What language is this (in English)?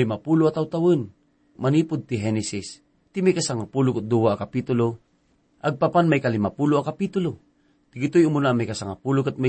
Iloko